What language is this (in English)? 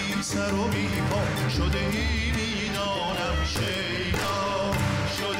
Persian